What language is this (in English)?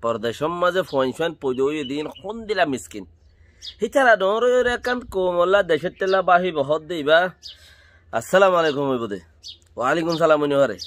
Rohingya